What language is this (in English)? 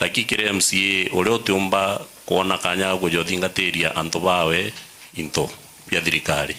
Meru